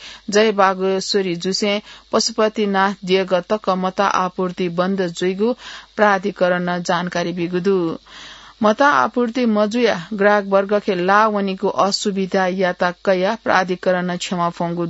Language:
Newari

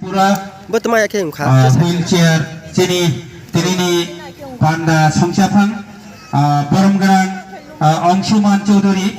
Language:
Kok Borok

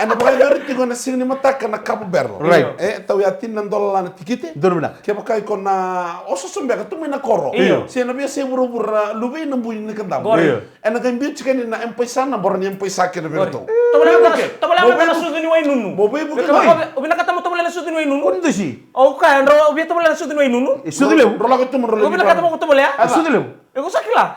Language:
Fijian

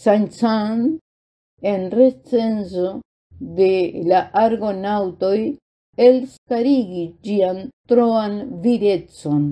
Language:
Esperanto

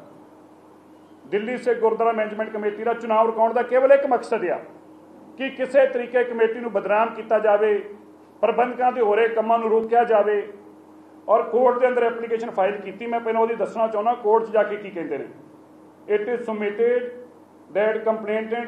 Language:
Punjabi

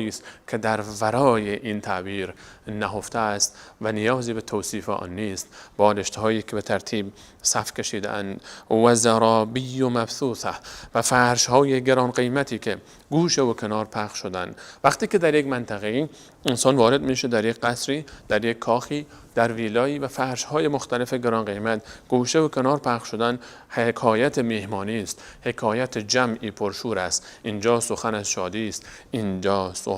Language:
Persian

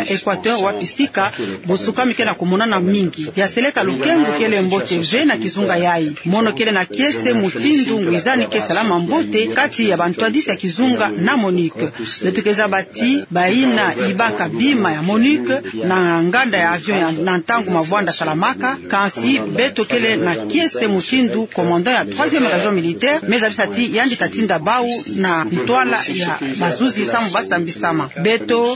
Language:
Kituba (Democratic Republic of Congo)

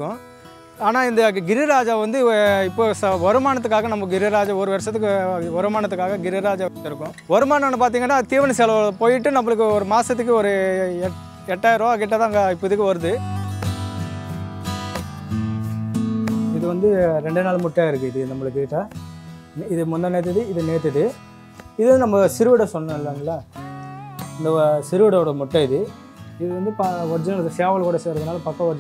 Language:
Tamil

